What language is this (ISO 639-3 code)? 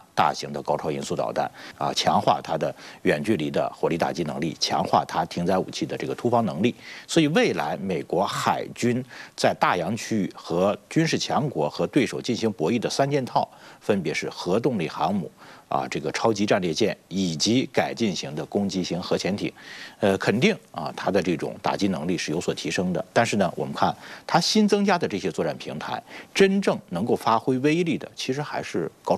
zho